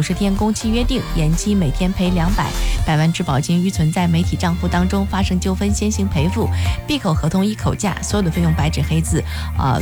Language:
Chinese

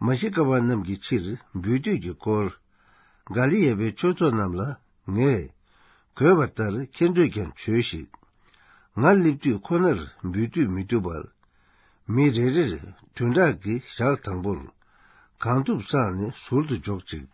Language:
Tibetan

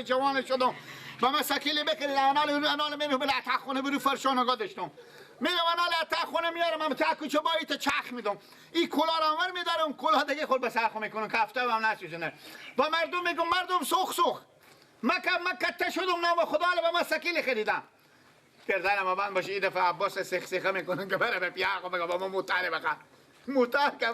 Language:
Persian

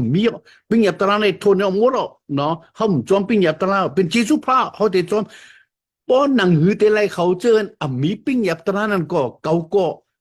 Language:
Shan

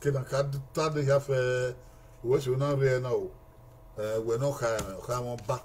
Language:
Bini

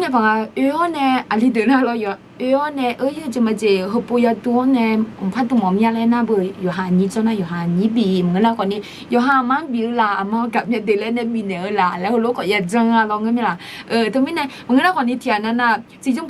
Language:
Akha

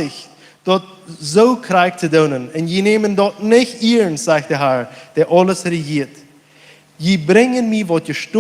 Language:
Plautdietsch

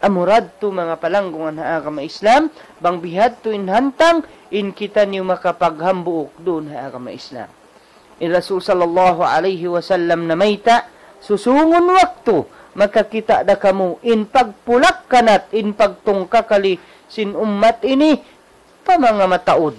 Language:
Tausug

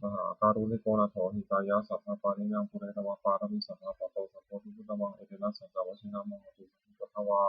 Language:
Pali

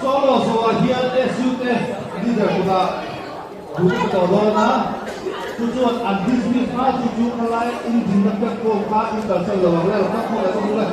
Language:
Mizo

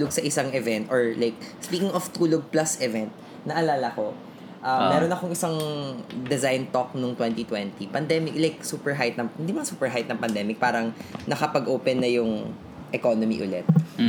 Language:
Filipino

